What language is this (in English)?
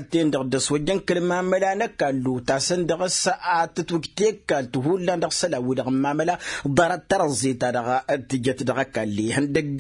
Tamasheq